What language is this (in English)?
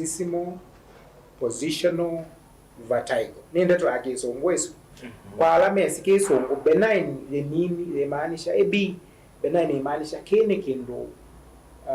Kamba